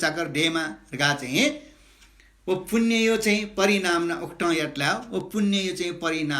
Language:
Newari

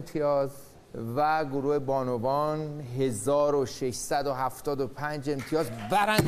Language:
Persian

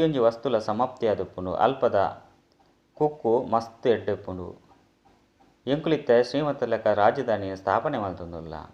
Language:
Tulu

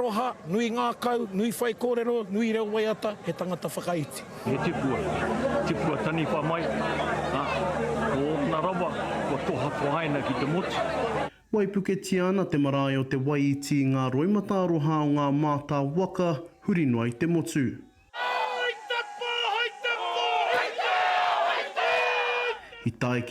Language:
Māori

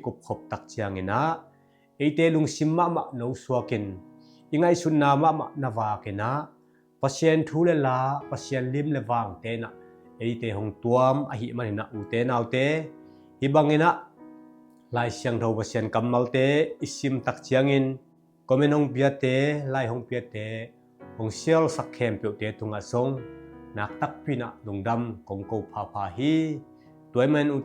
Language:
Tedim Chin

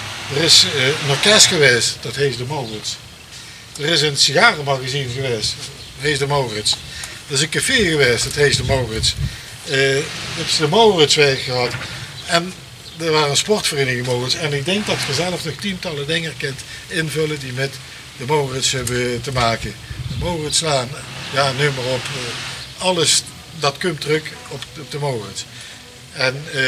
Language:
Limburgish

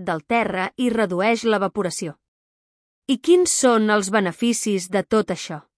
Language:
Catalan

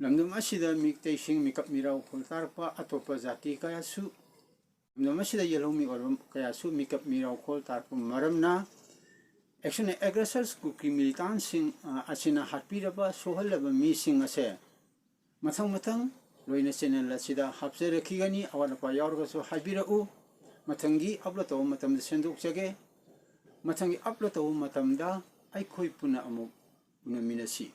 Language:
Manipuri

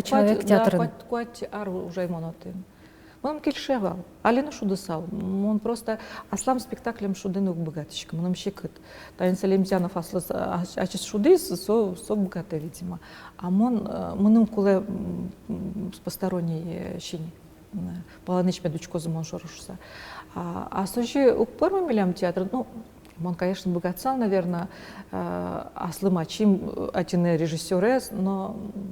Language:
Udmurt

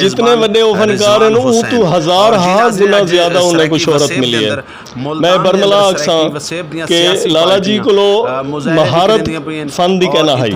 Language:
Saraiki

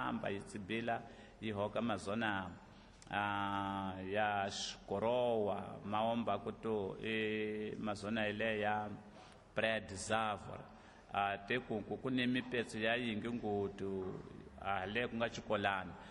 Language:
Tsonga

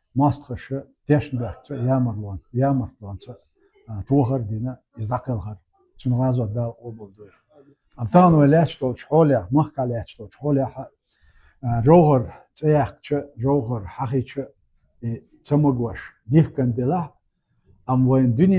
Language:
Chechen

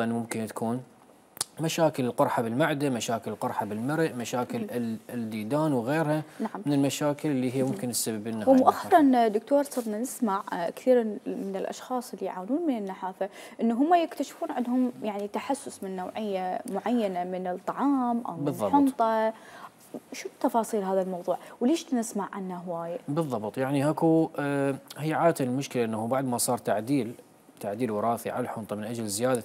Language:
Mesopotamian Arabic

